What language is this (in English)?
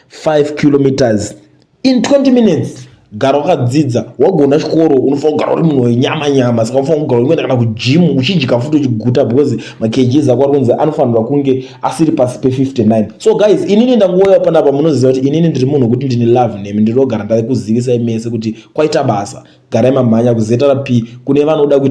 Shona